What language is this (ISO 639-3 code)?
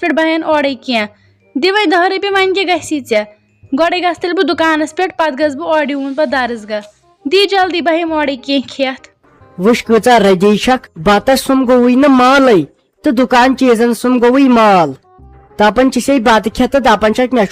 kas